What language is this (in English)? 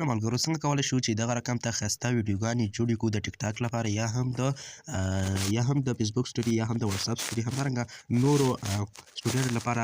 Pashto